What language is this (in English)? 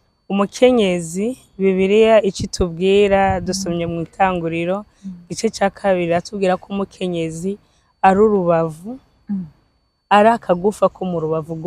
Rundi